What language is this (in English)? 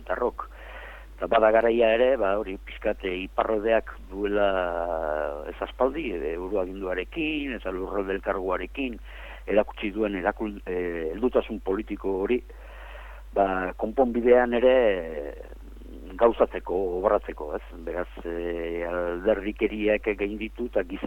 Basque